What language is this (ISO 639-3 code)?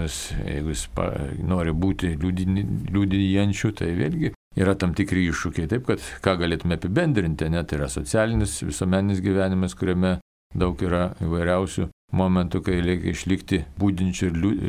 lit